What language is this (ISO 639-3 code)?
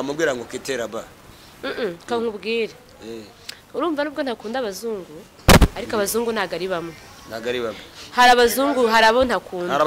kin